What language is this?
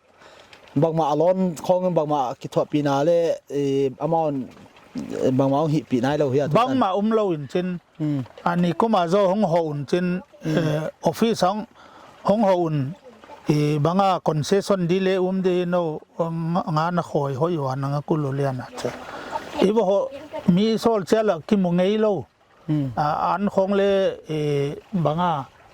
Paite Chin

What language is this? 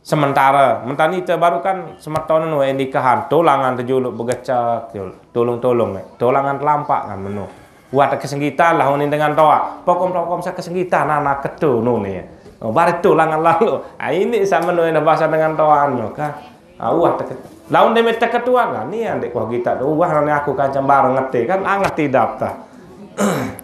Sasak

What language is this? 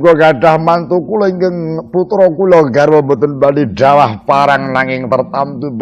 Javanese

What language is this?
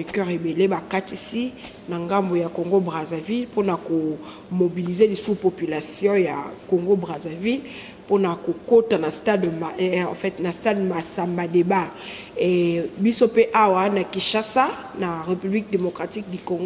Lingala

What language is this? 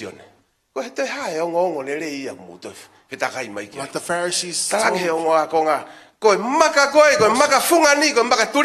Tongan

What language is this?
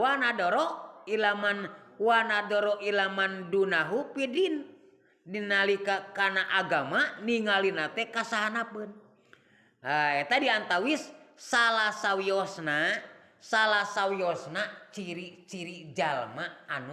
Sundanese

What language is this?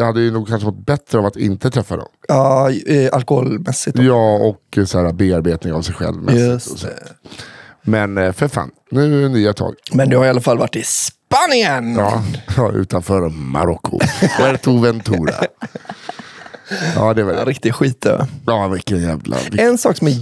Swedish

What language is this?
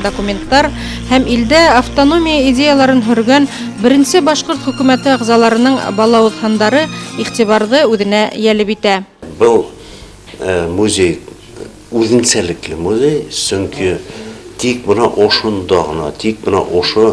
Bashkir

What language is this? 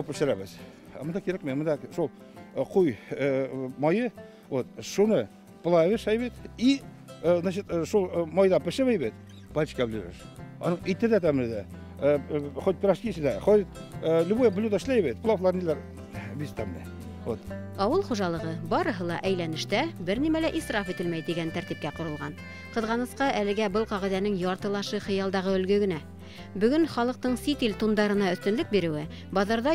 Bashkir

